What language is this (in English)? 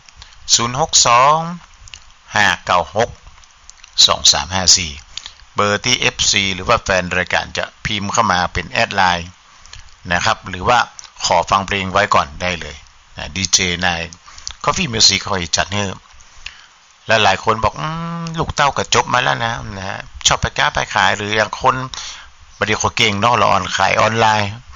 Thai